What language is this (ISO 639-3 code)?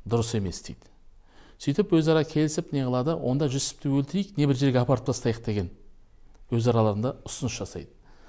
kaz